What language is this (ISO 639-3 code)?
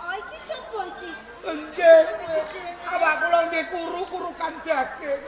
jav